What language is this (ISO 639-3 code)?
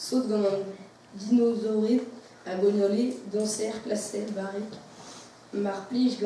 bre